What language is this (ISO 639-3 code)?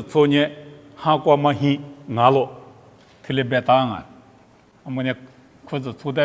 lis